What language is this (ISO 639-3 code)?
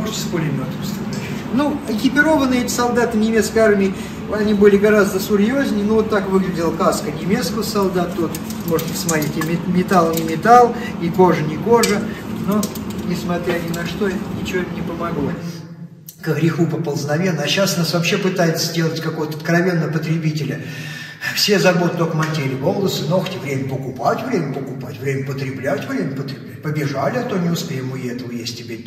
rus